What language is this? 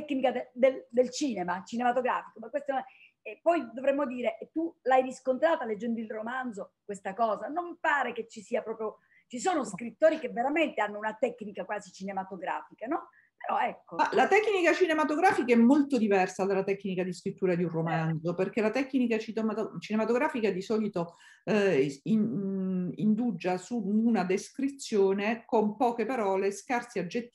Italian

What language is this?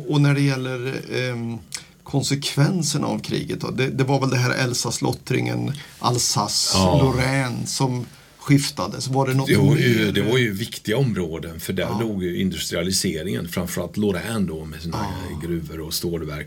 Swedish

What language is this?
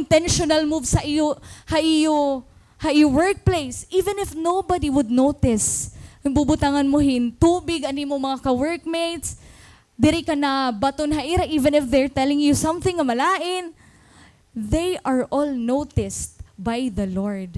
Waray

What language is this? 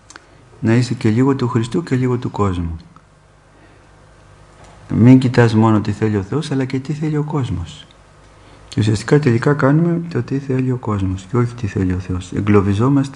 Greek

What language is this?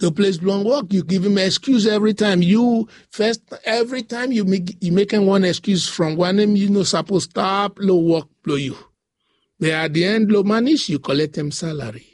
Bislama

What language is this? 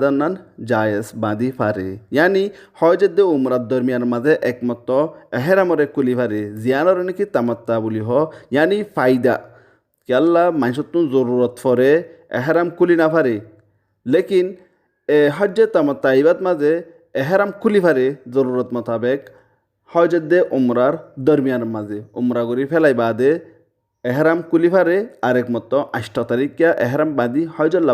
Rohingya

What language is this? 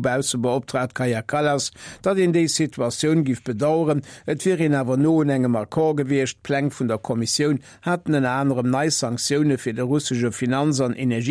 Luxembourgish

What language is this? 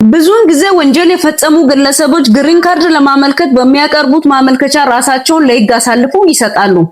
Amharic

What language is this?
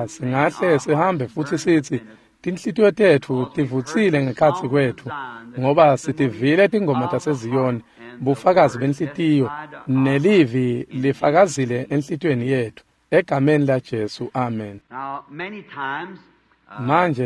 Swati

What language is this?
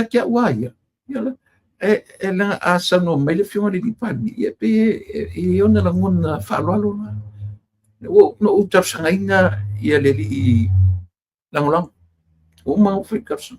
Samoan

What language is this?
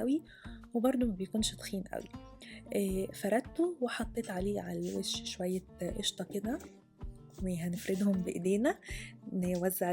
Egyptian Arabic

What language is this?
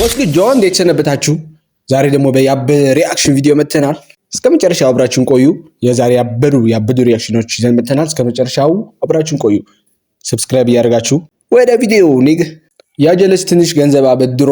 Amharic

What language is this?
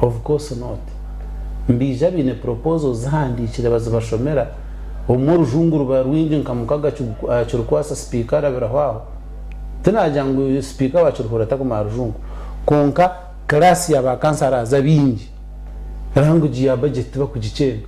Nyankole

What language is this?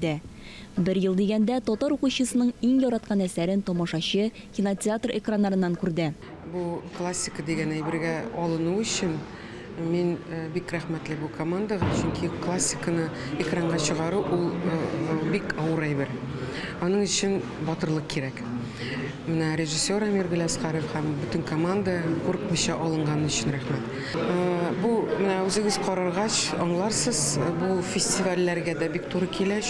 Tatar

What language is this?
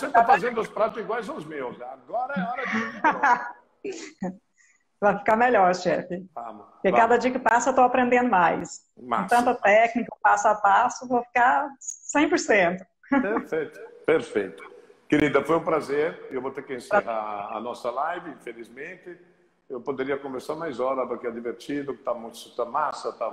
Portuguese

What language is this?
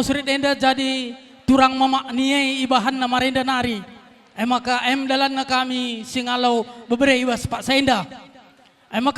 Batak Karo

